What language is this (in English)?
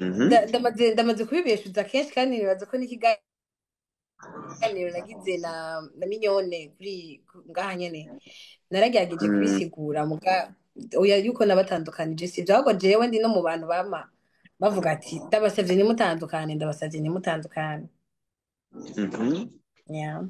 Rundi